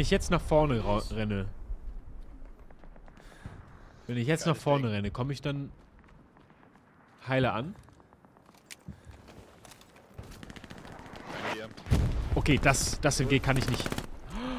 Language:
German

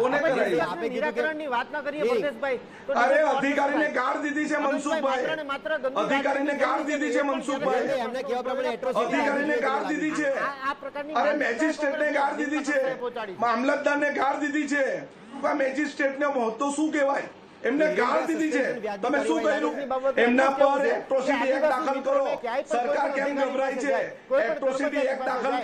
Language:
Gujarati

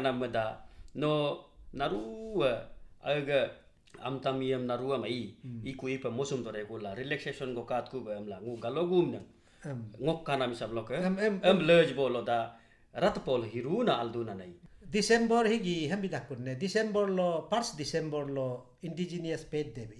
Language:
Galo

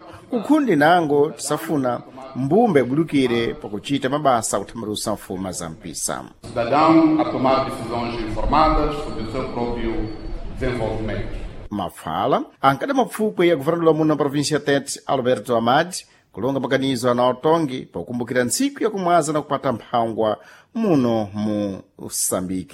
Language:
Sena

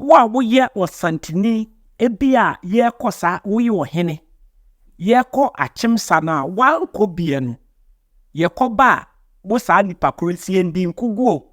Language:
Akan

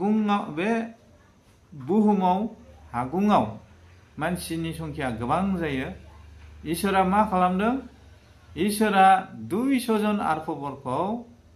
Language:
Bodo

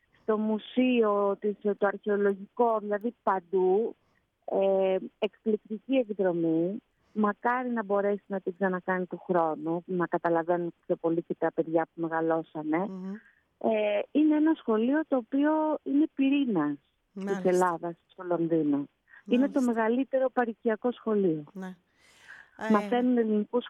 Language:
Greek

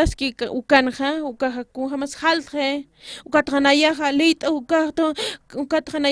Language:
Aymara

